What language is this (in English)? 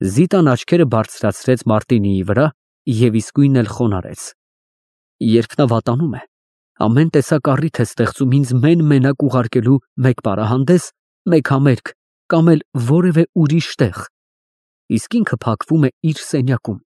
Armenian